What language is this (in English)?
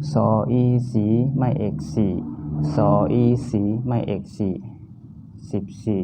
Shan